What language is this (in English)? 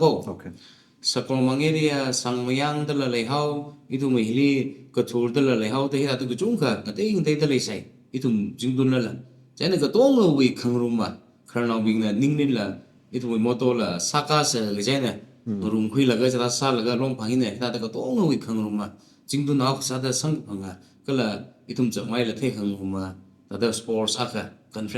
Tangkhul Naga (India)